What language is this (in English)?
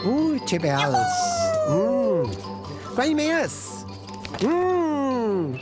Romansh